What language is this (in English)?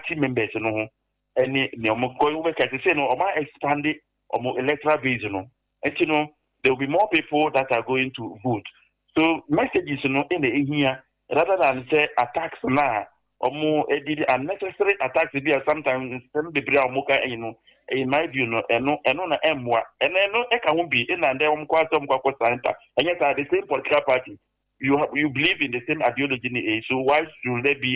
Akan